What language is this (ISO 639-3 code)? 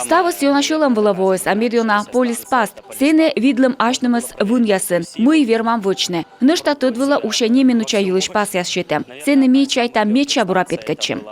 kom